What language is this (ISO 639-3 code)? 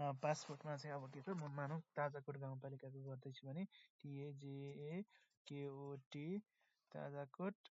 nep